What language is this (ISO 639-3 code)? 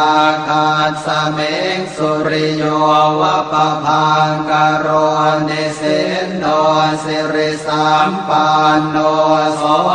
pli